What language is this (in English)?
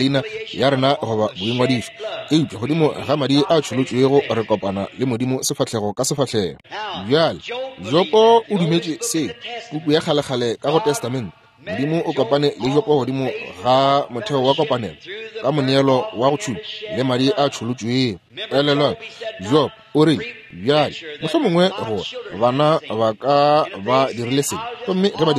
Northern Sotho